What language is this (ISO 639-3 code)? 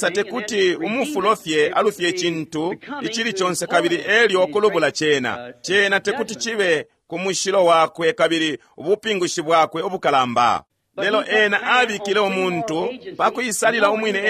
bem